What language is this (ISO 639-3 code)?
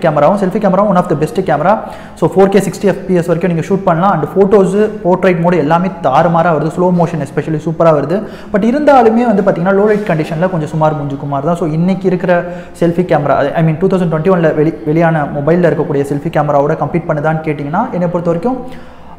tam